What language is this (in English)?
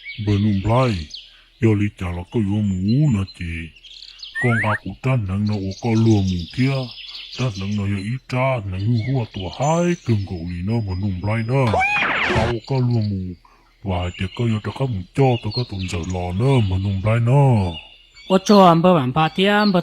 Hmong